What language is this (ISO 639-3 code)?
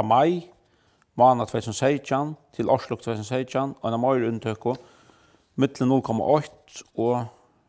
fao